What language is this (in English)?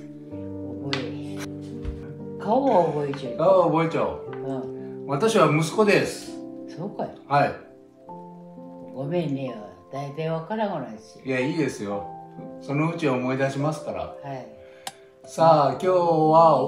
Japanese